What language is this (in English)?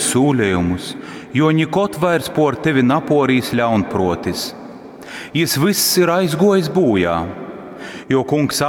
Latgalian